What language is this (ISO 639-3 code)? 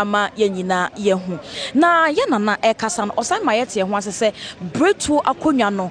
aka